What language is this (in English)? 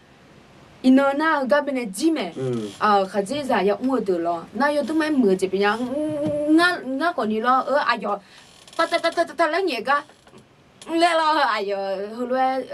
Akha